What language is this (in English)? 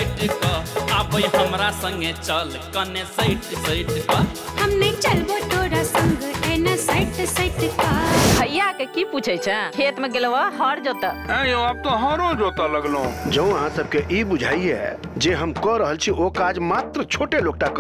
Maithili